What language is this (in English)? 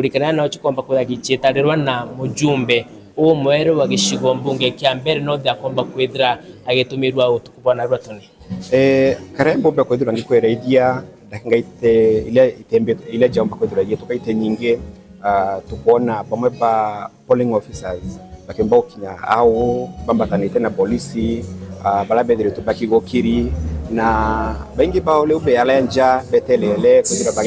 Meru